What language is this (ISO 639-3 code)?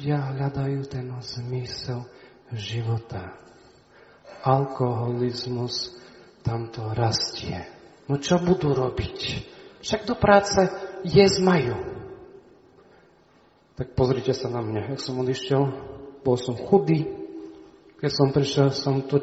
slk